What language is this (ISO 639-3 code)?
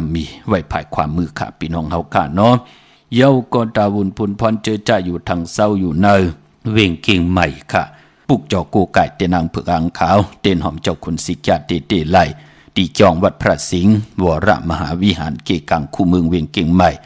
shn